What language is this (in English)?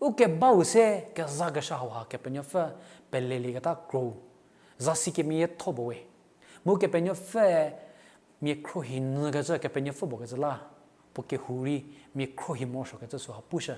Angami Naga